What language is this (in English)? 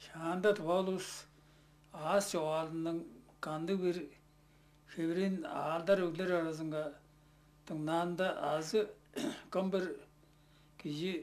Tuvinian